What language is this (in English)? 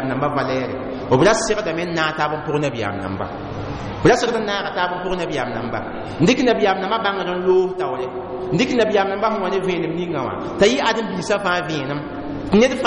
Mossi